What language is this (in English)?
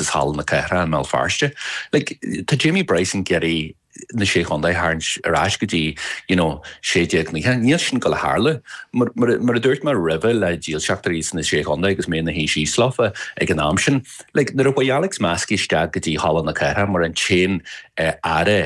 Irish